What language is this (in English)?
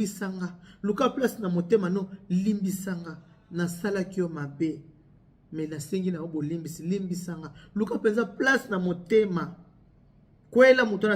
Lingala